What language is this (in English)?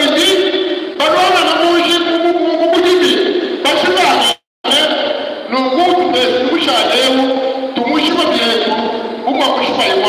Luba-Lulua